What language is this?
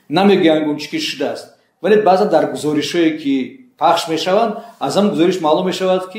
Tajik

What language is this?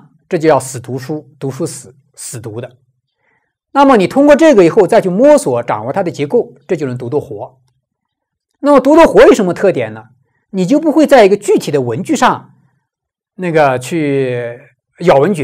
Chinese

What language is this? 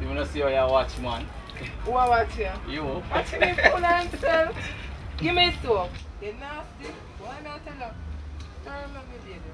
Jamaican Creole English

